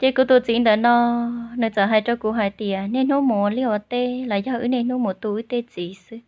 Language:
Hmong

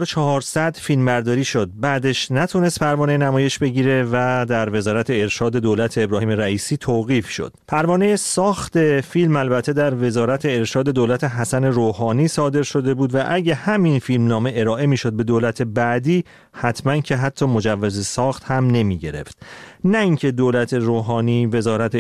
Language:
Persian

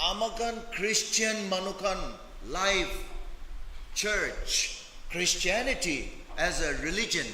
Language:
Naga Pidgin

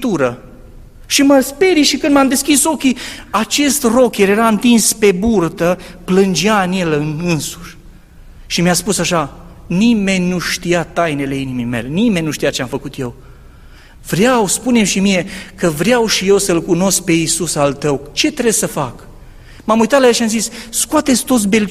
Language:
Romanian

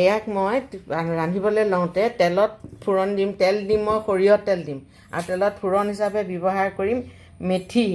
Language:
Assamese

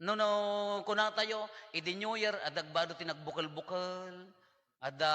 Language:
Iloko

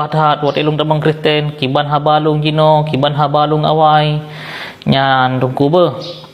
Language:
Achinese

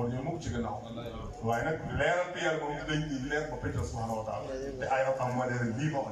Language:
Wolof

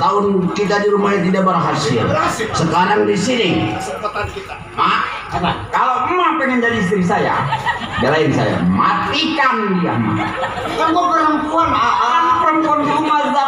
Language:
Betawi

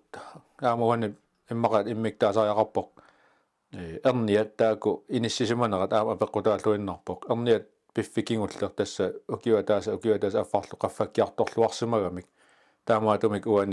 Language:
Kalaallisut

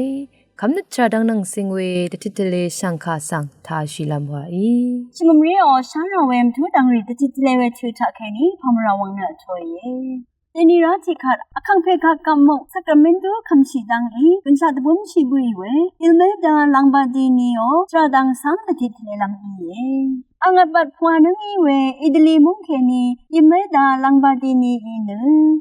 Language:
Rawang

